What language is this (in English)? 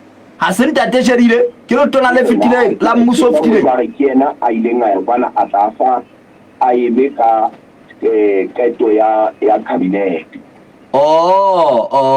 Southern Sotho